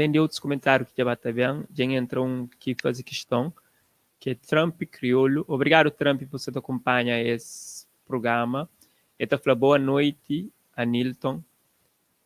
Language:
Kabuverdianu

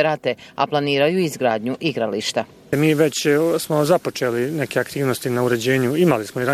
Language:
Bosnian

